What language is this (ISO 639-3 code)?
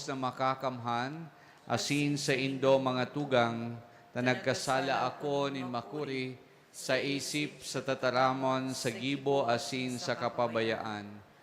bik